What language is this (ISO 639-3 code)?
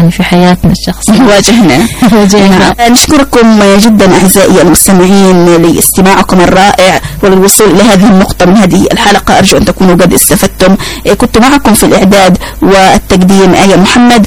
ara